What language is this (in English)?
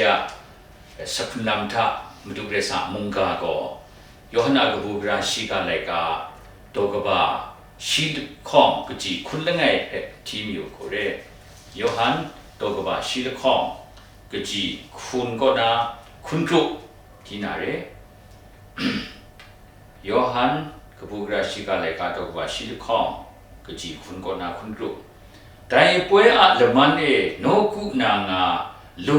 Kachin